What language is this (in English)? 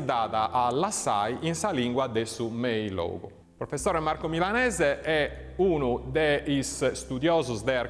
Sardinian